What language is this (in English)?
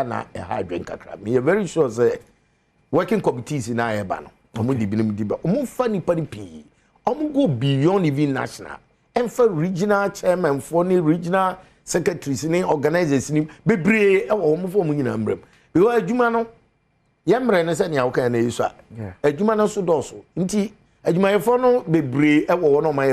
Akan